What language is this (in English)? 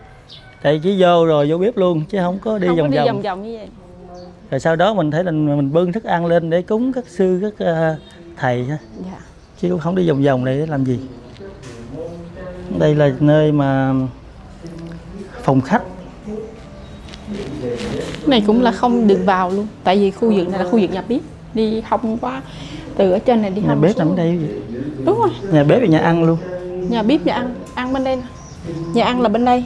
Vietnamese